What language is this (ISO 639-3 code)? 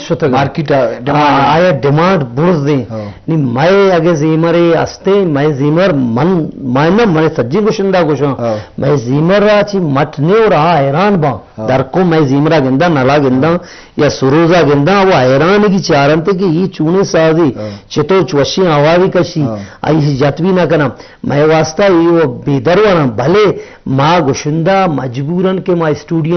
bgp